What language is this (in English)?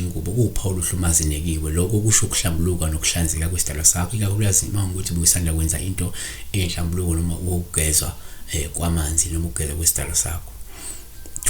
Zulu